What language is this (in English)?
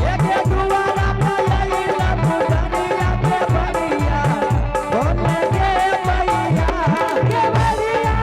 Angika